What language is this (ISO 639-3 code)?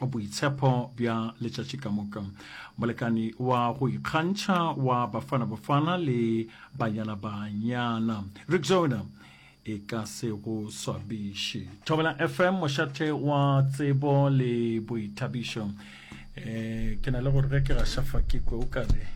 nso